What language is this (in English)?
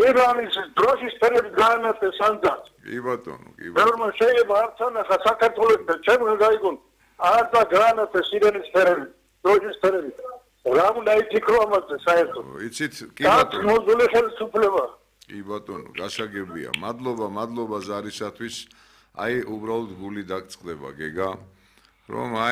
Georgian